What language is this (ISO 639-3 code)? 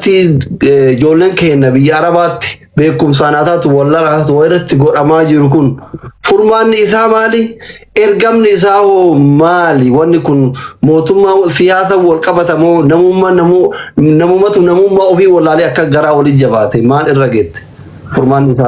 orm